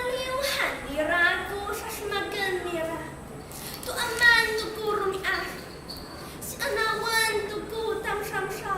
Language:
Amis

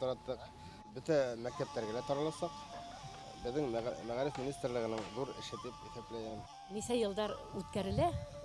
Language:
Bashkir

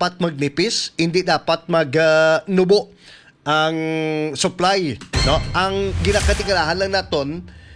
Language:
Hiligaynon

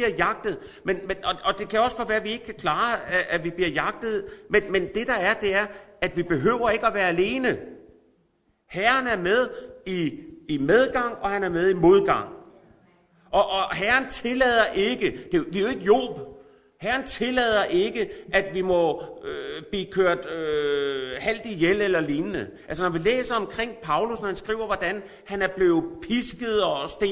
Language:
Danish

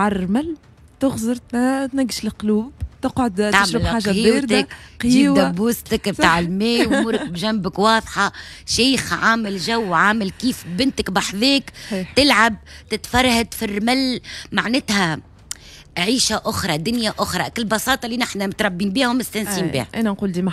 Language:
Tunisian Arabic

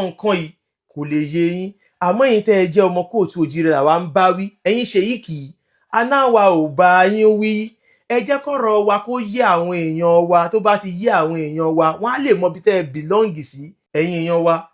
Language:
Yoruba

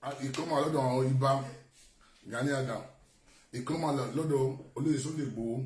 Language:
Yoruba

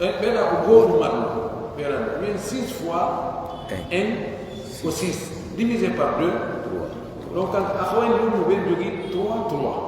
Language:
Pular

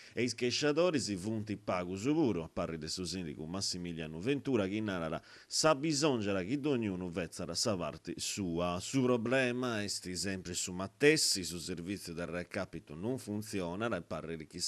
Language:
Sardinian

